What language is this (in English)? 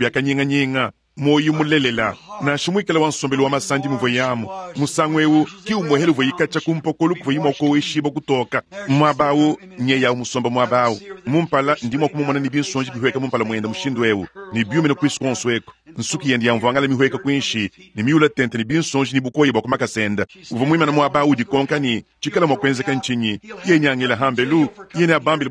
Luba-Lulua